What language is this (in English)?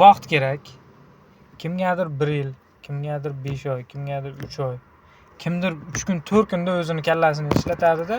Uzbek